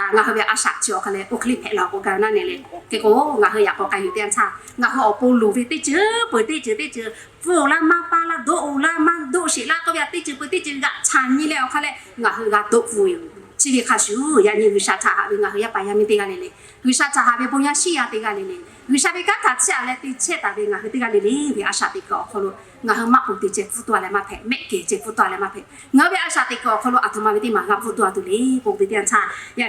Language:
Lahu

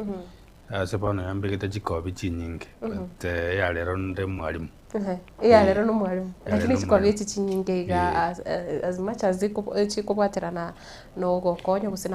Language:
Gusii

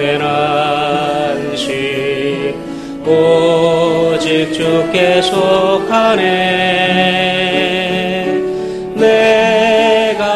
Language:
Korean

